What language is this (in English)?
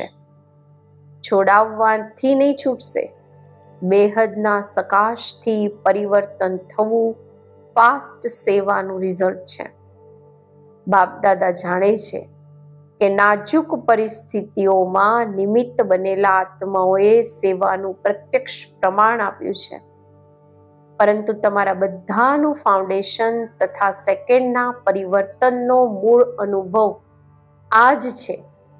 Gujarati